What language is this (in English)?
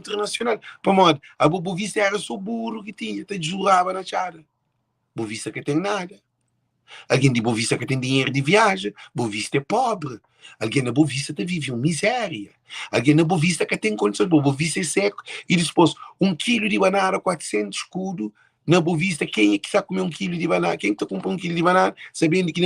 Kabuverdianu